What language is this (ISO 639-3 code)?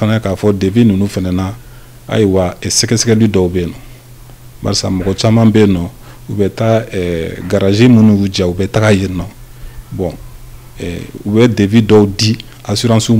bam